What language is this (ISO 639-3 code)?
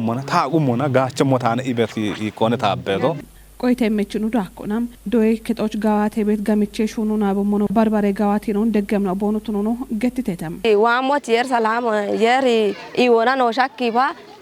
kbr